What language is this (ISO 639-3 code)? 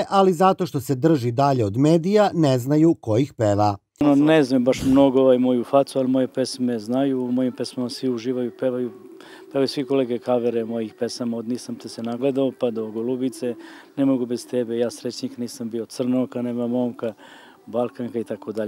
srp